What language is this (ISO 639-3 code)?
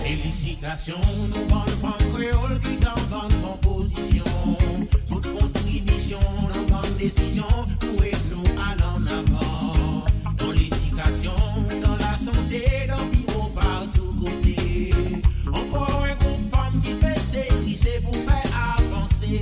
mfe